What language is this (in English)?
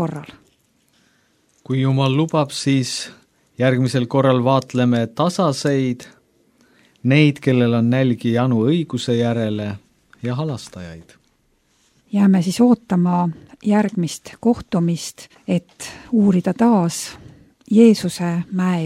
Estonian